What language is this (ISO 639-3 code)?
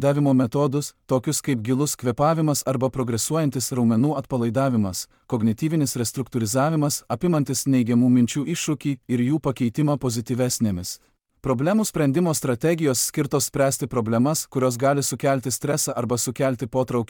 lit